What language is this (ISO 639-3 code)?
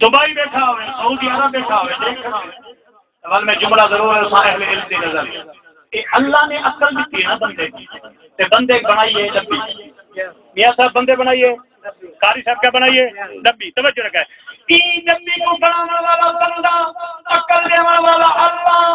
skr